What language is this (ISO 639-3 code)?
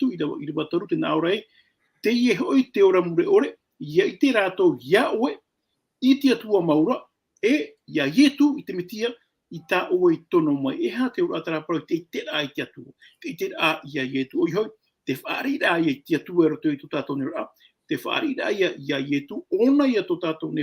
tah